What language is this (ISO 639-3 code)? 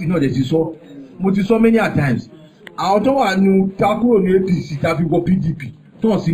yor